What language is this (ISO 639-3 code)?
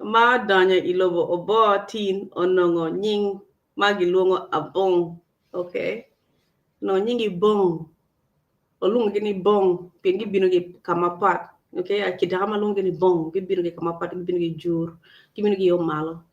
ach